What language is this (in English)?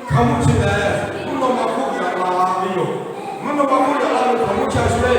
Lahu